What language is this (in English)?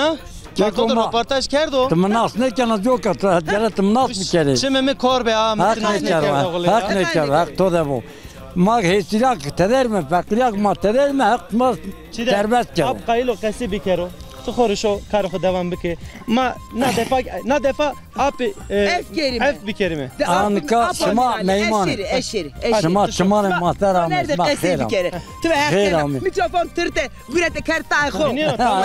Zaza